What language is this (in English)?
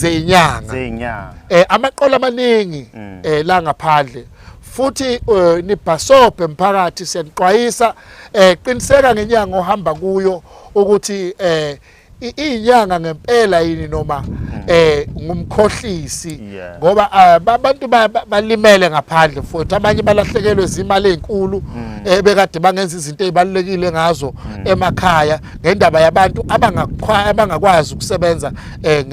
Zulu